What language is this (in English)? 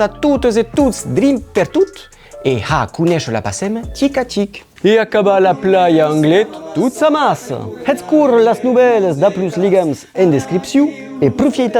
Occitan